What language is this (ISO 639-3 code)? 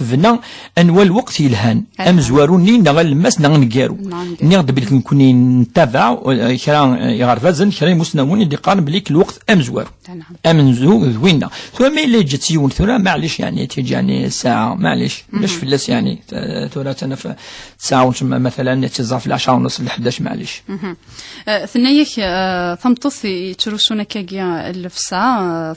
kab